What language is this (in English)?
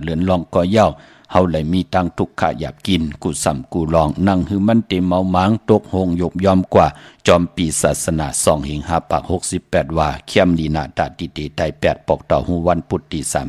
Shan